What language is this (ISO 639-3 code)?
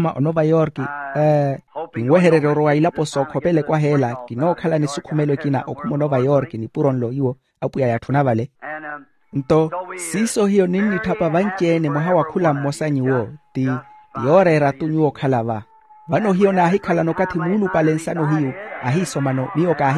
vmw